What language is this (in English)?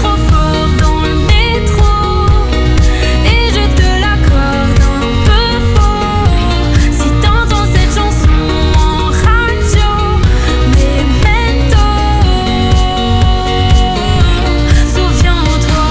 French